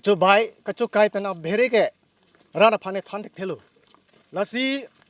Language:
Karbi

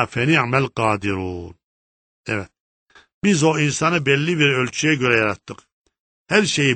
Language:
Turkish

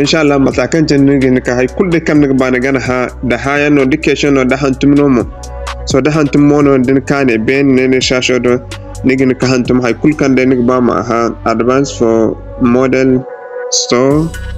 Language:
Zarma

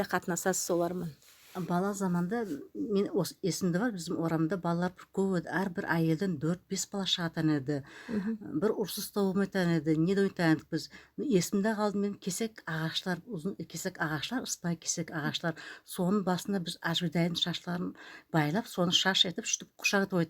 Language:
Nogai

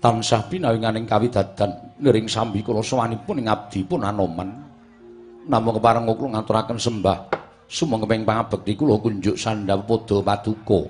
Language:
Javanese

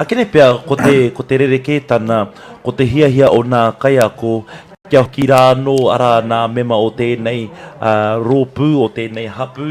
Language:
Māori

